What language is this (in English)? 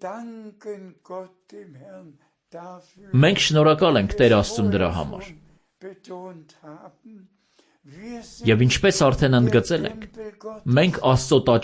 Armenian